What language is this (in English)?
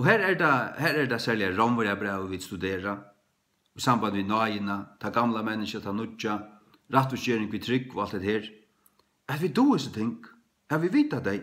Faroese